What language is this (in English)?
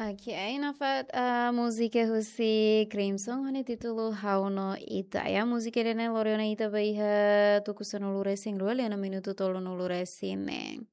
Tetum